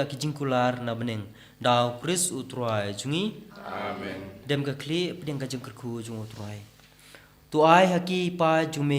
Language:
Khasi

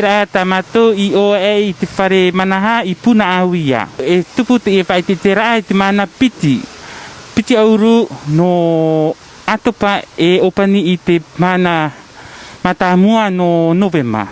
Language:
Tahitian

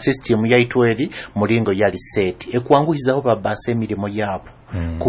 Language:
Nyoro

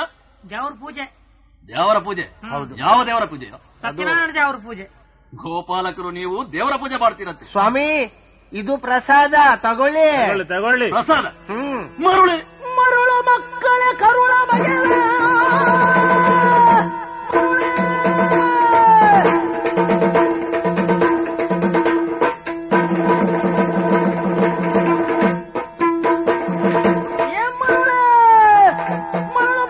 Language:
Kannada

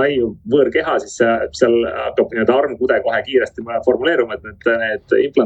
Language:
Estonian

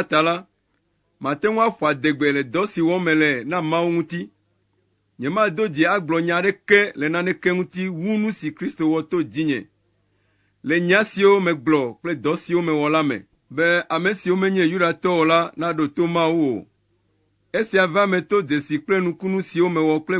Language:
Ewe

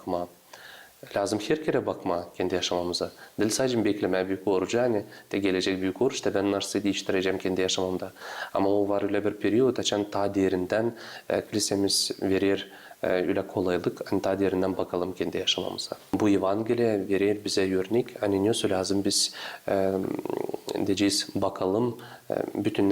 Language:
Gagauz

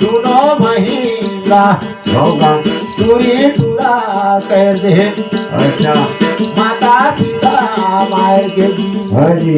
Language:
Chhattisgarhi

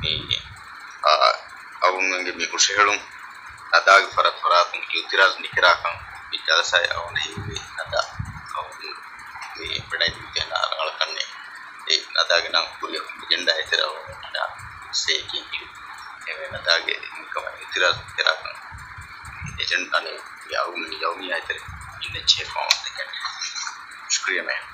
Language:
Divehi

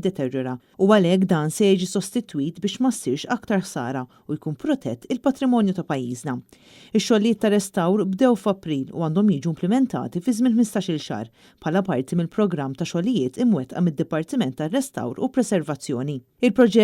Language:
Maltese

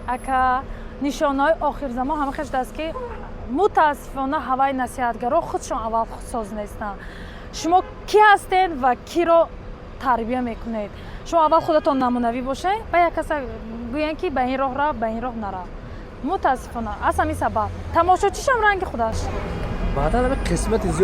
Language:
Tajik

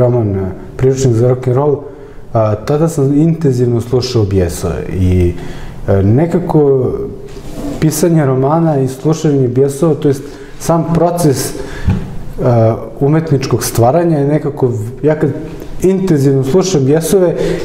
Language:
Serbian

